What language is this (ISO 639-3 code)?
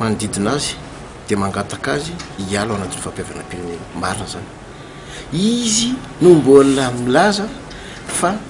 mlg